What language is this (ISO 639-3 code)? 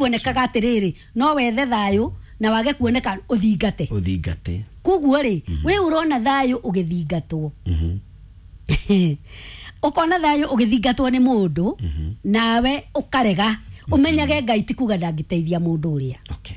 kik